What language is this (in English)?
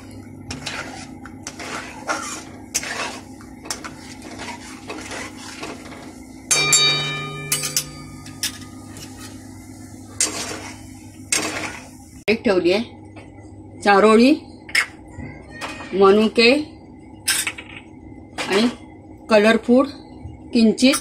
Marathi